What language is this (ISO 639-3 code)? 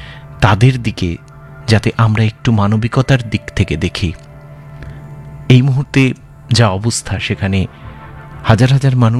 ben